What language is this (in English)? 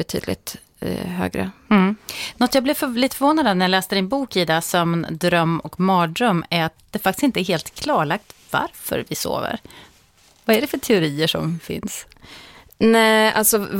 Swedish